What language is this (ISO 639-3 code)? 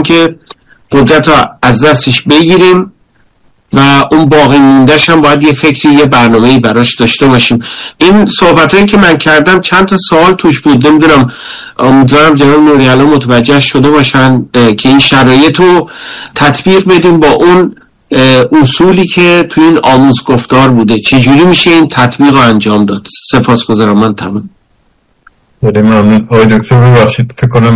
fas